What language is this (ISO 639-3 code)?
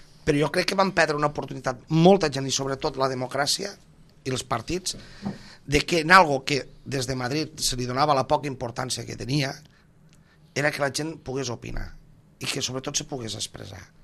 cat